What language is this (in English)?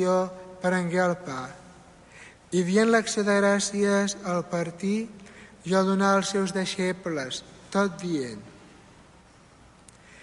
Catalan